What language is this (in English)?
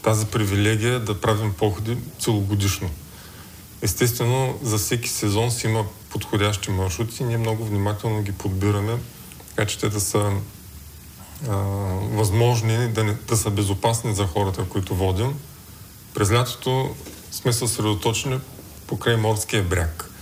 Bulgarian